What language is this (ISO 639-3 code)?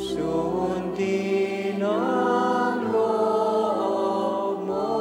pam